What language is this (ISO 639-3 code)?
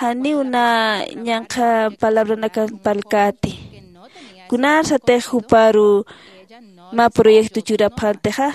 aym